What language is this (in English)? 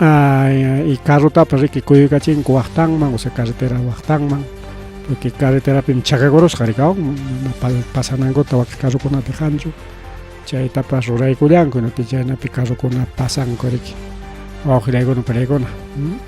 Ayacucho Quechua